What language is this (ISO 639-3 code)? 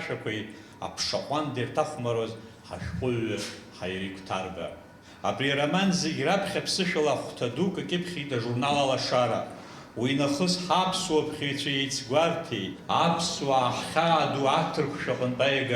abk